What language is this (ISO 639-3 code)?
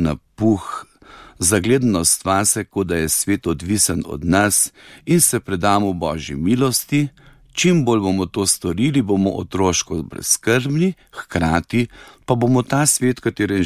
slv